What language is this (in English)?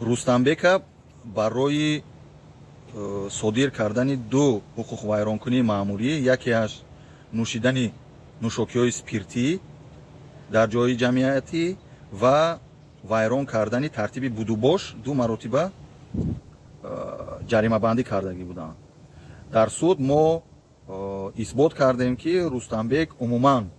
Tajik